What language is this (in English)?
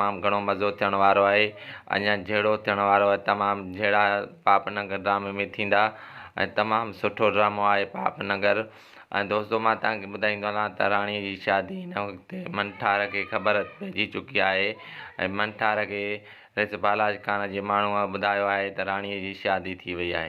Sindhi